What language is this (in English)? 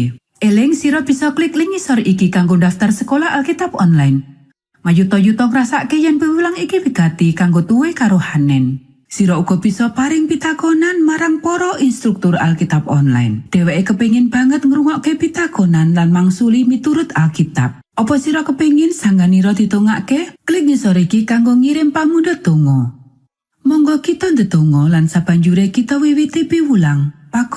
Javanese